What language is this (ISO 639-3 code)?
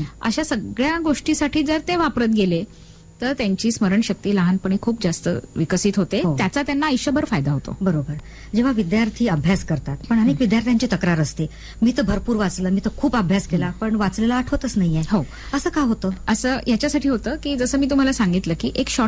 mar